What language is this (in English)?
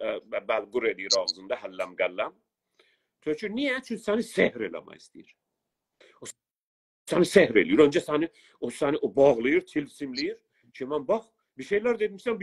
South Azerbaijani